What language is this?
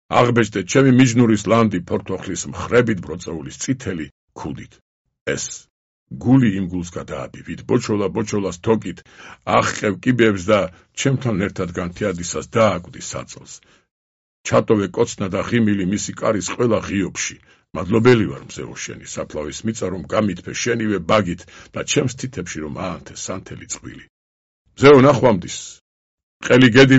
Georgian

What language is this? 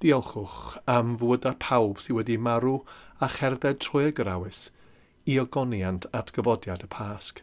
Welsh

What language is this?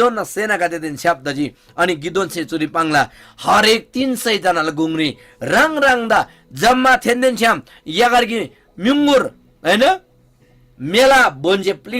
Eastern Tamang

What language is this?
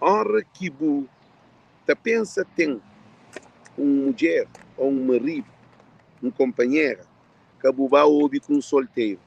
Kabuverdianu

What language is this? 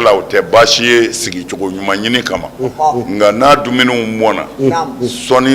Bambara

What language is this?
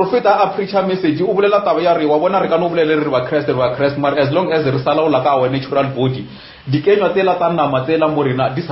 Northern Sotho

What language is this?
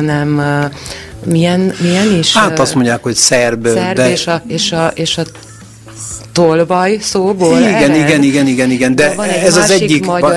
Hungarian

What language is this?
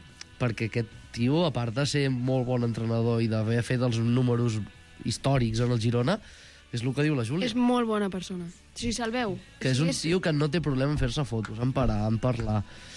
Catalan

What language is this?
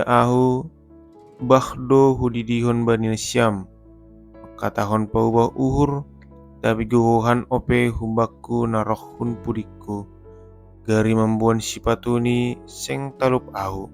Batak Simalungun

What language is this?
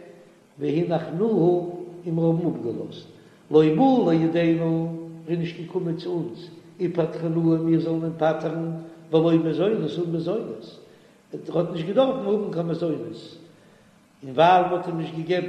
Yiddish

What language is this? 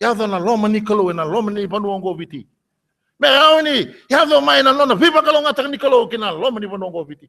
Fijian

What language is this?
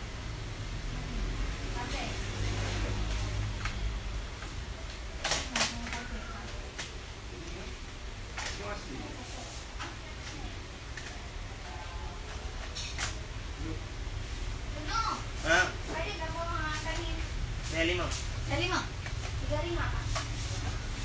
Malay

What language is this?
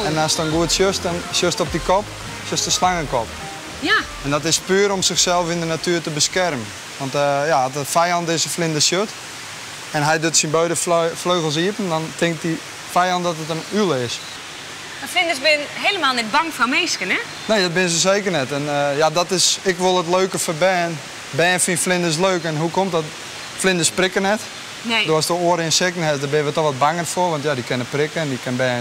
Western Frisian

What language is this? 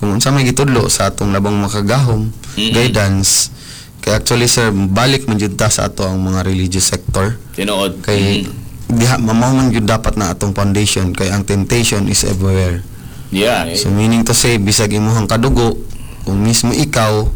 Cebuano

